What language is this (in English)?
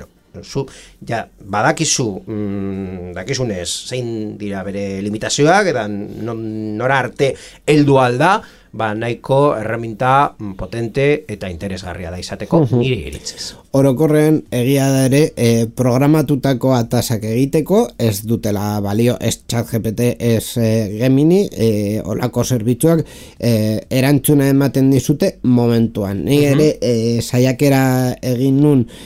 Basque